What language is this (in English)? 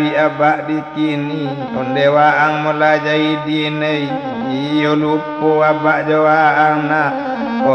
Minangkabau